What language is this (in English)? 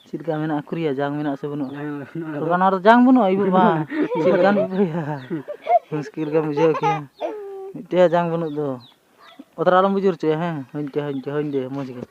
Santali